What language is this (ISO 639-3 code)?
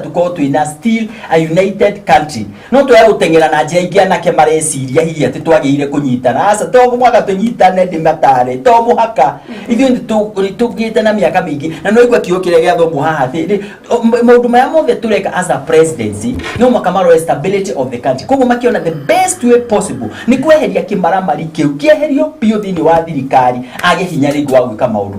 kik